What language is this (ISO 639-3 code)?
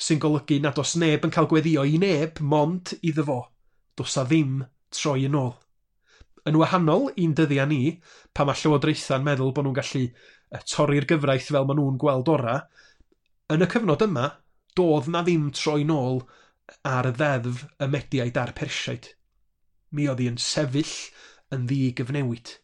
cym